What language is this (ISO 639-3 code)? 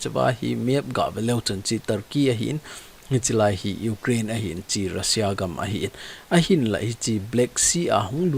tcz